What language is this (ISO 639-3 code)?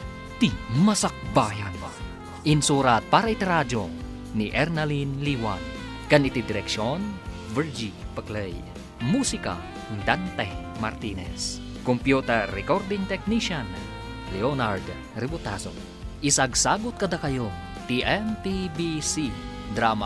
ilo